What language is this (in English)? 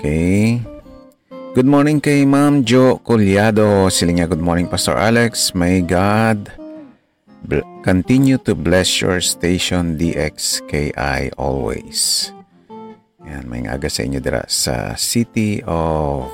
Hiligaynon